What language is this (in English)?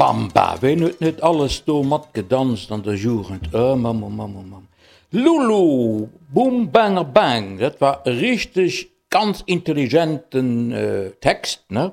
Luxembourgish